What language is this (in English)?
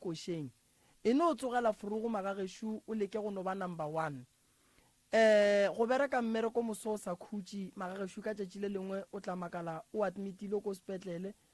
Northern Sotho